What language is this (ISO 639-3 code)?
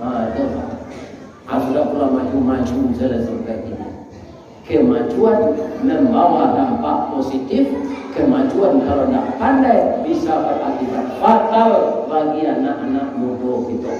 min